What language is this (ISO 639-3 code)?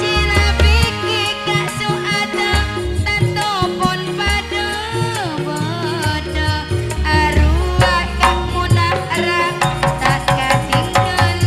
mad